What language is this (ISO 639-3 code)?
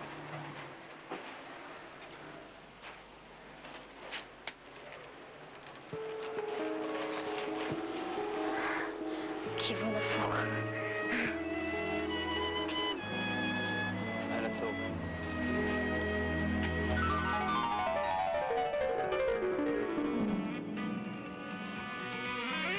heb